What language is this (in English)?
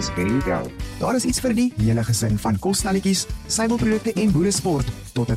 Afrikaans